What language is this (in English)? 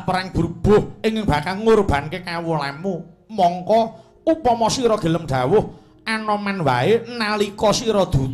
Javanese